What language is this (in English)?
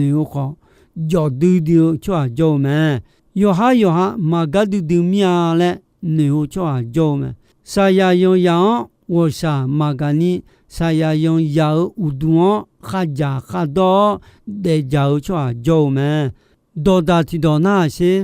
Akha